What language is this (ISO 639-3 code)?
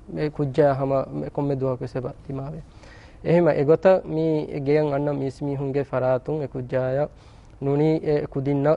div